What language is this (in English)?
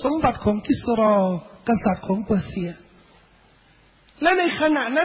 Thai